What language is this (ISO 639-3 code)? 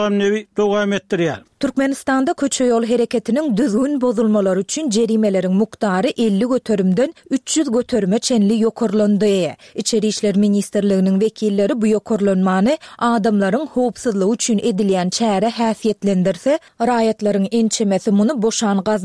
tuk